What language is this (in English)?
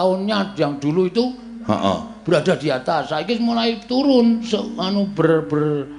Javanese